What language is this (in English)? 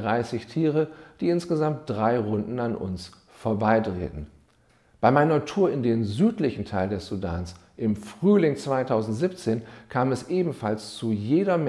German